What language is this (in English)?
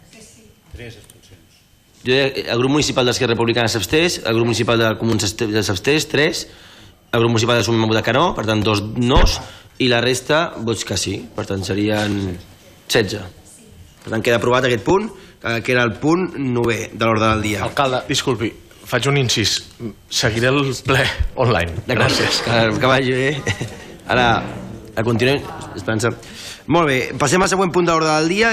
Catalan